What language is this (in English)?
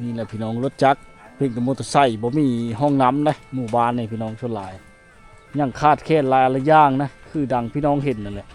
Lao